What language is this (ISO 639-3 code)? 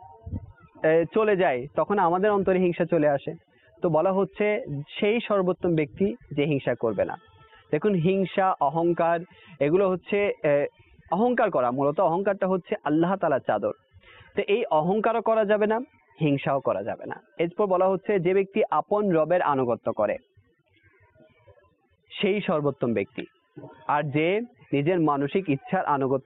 ben